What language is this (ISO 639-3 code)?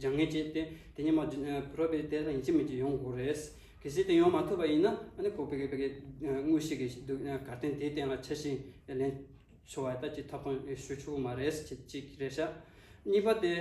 bod